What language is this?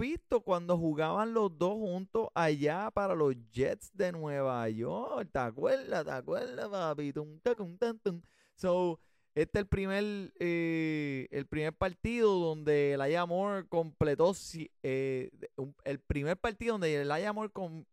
Spanish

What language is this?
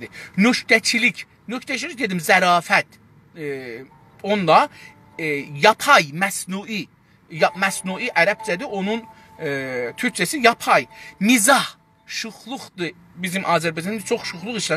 South Azerbaijani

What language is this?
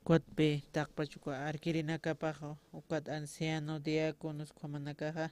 Aymara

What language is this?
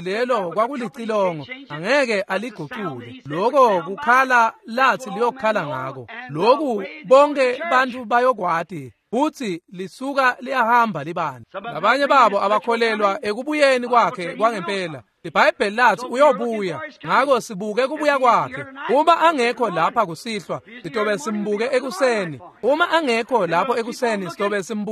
Swati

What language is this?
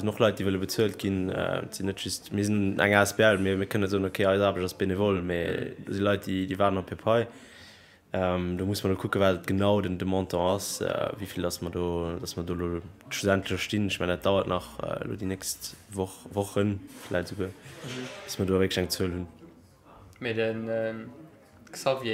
Luxembourgish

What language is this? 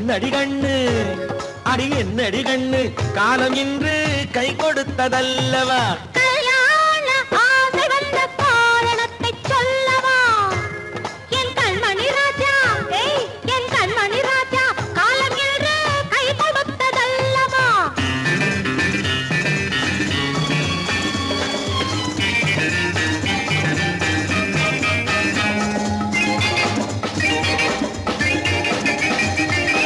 Tamil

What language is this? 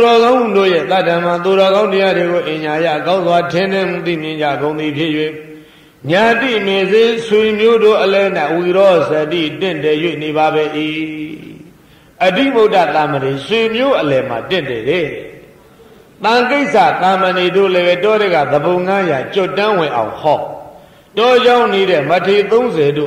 Burmese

